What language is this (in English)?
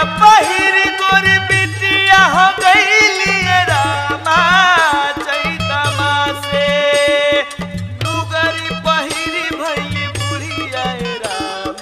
Bhojpuri